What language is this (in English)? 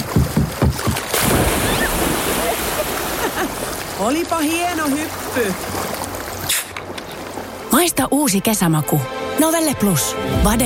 Finnish